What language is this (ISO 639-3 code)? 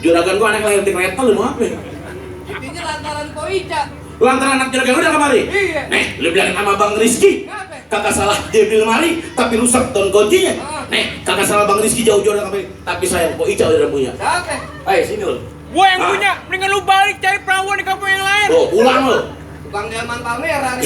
bew